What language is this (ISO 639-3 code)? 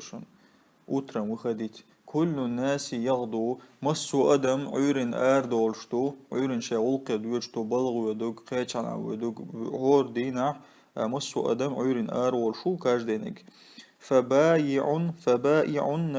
che